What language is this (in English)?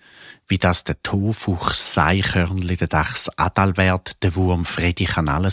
Swiss German